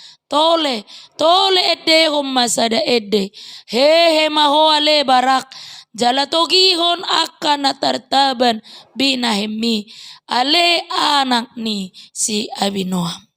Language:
Batak Toba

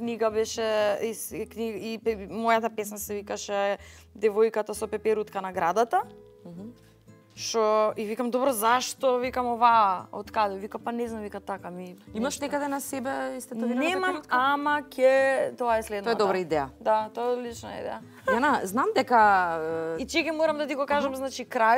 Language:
Macedonian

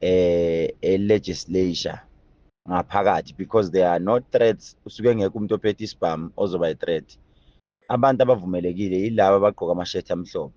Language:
Zulu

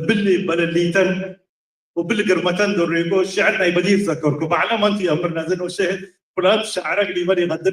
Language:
Tigre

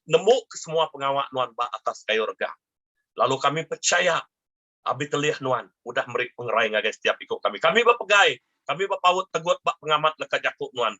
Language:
Iban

